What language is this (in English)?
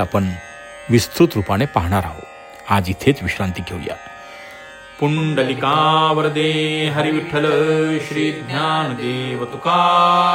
Marathi